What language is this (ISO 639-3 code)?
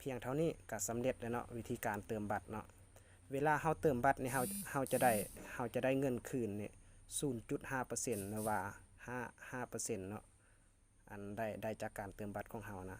lao